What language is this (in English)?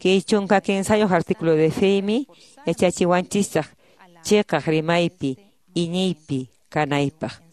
Quechua